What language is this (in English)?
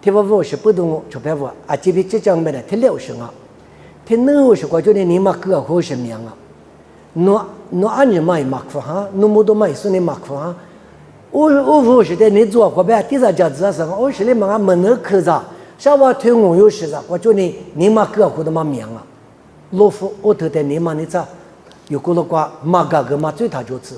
Lisu